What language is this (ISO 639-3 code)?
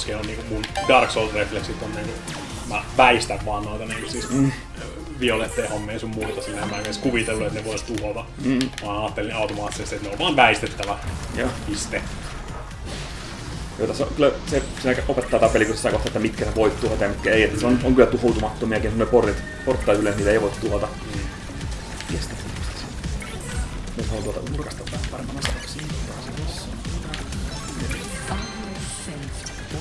fin